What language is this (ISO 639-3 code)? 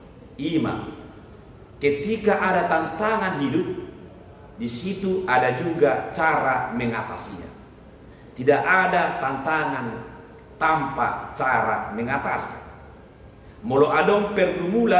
bbc